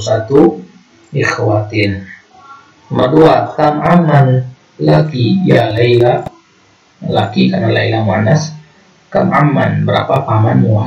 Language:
Indonesian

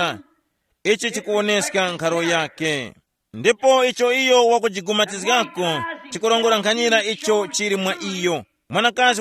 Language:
Tumbuka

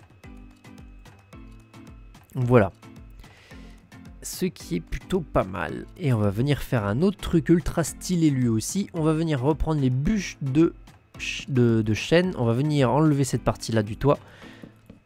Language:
French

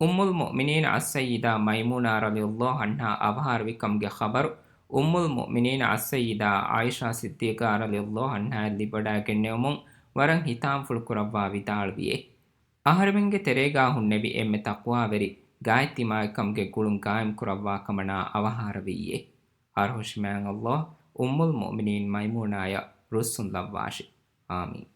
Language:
Divehi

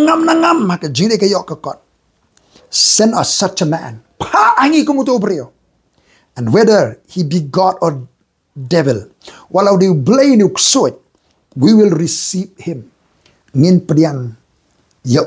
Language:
Khasi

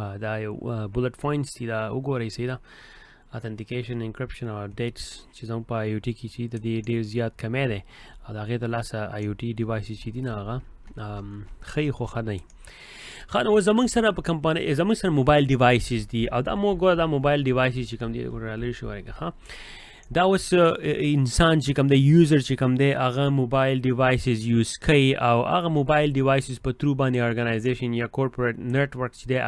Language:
Pashto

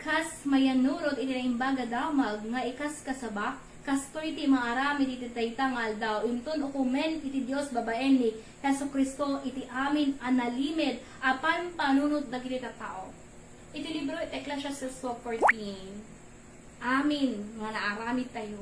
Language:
Iloko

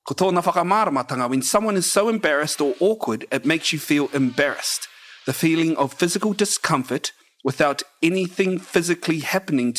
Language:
Māori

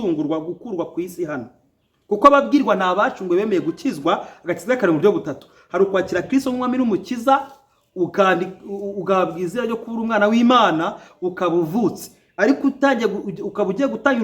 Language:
Kinyarwanda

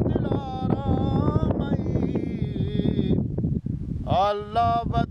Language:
Persian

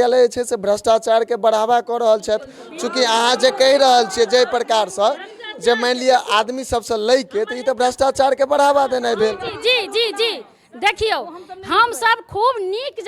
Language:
Maithili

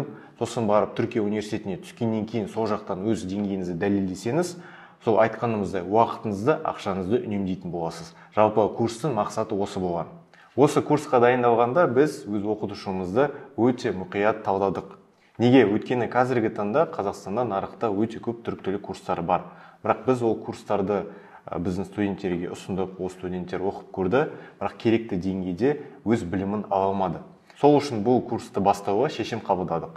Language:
Kazakh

